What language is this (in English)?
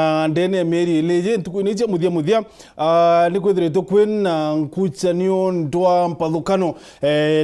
Meru